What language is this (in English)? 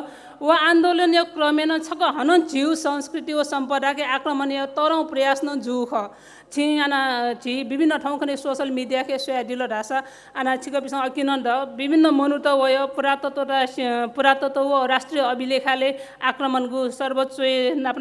Newari